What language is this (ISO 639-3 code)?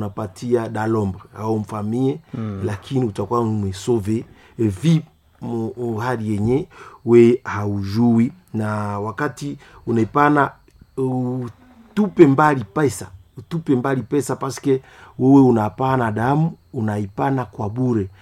swa